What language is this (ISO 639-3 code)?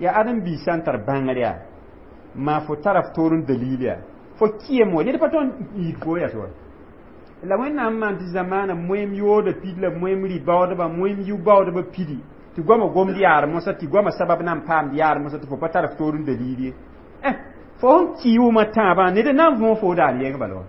mos